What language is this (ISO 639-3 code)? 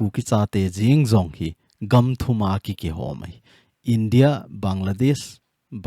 tcz